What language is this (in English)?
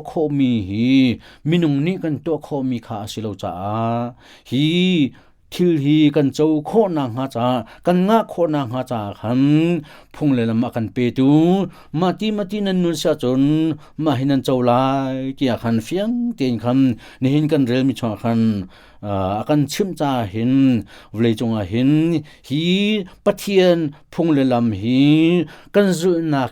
Hakha Chin